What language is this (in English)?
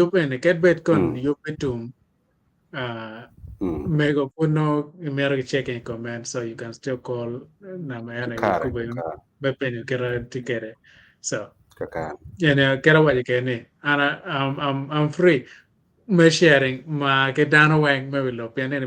Acoli